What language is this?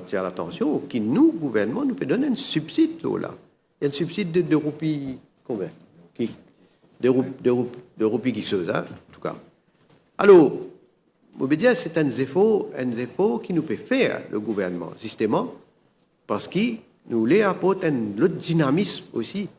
Morisyen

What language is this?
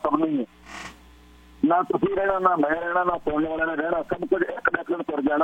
Punjabi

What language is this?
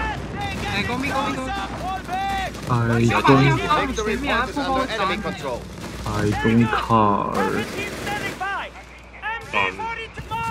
Chinese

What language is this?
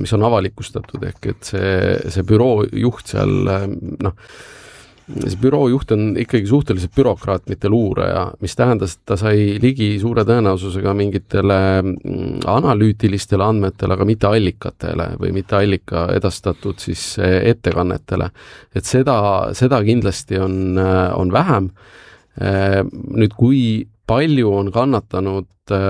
Estonian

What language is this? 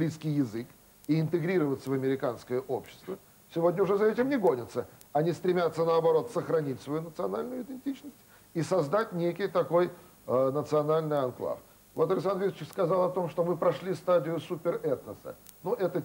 Russian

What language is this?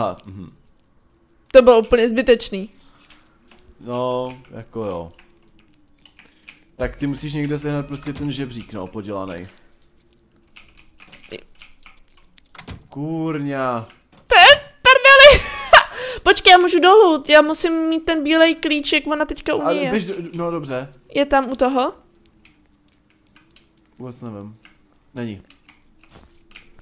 Czech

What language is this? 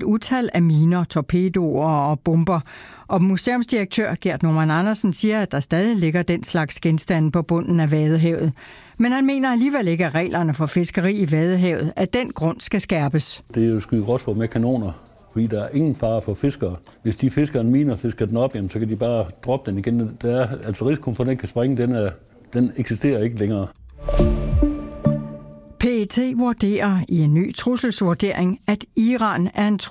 Danish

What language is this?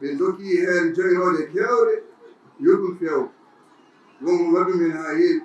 Fula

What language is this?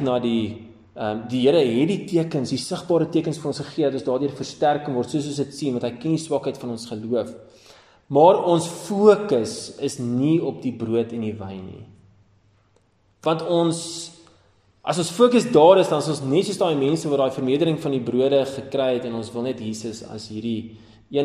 Afrikaans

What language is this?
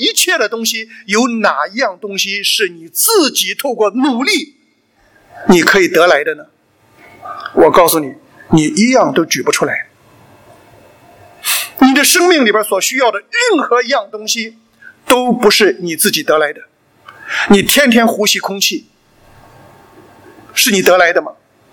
Chinese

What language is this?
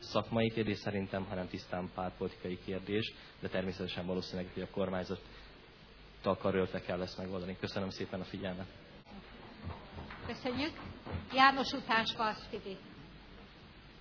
Hungarian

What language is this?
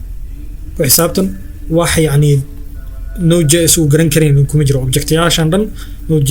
Somali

